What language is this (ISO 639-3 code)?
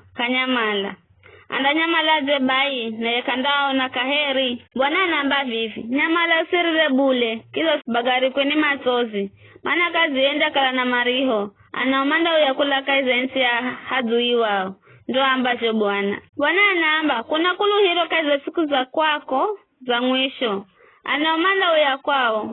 nyf